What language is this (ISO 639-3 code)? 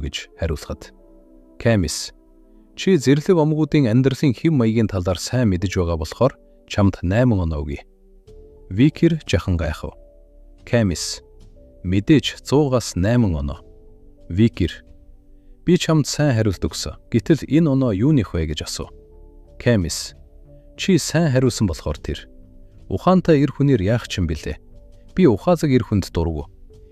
mon